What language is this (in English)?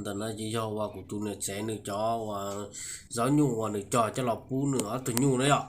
Hmong